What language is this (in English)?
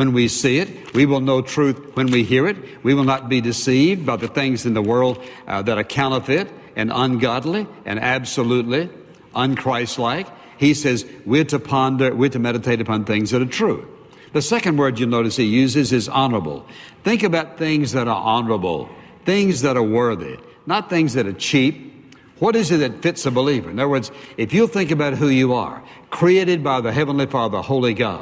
English